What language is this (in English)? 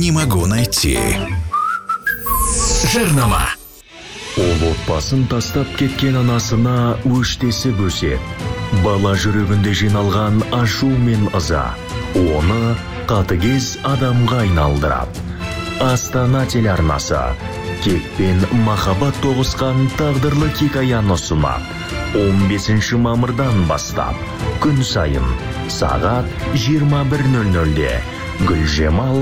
Kazakh